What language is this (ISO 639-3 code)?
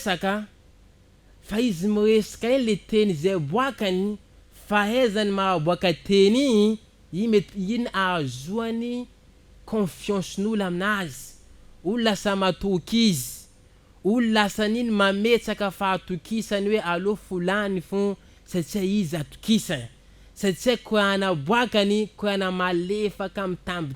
mlg